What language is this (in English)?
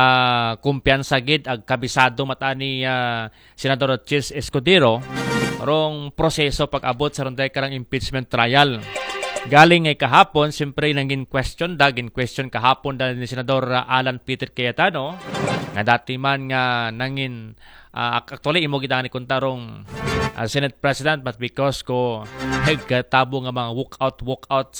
Aklanon